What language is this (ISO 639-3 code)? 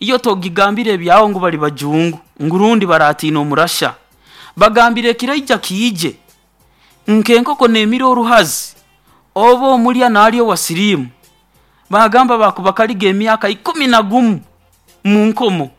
nyo